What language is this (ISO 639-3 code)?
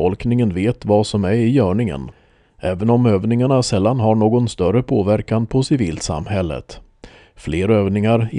swe